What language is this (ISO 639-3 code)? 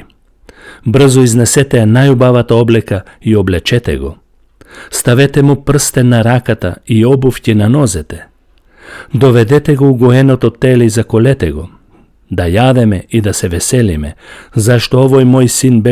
mkd